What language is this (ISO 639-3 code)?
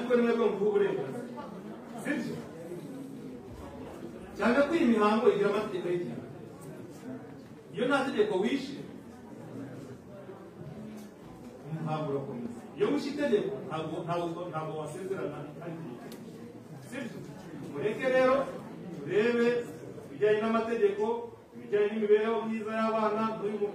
kin